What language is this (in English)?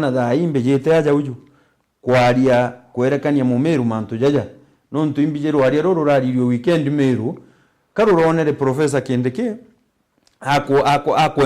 Meru